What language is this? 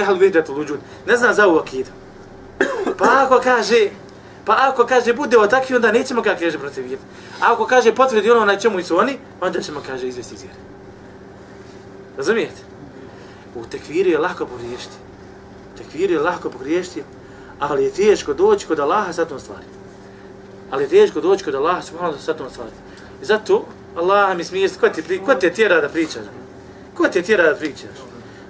Bosnian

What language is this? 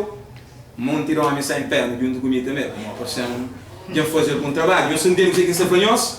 Kabuverdianu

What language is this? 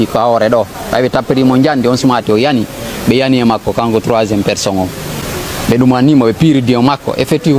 Fula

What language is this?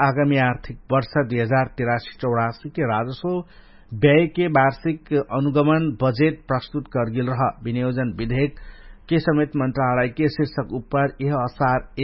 Dangaura Tharu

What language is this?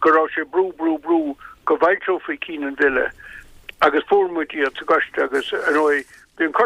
Irish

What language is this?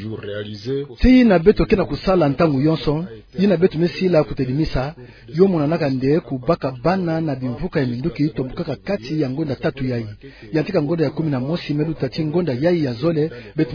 Kituba (Democratic Republic of Congo)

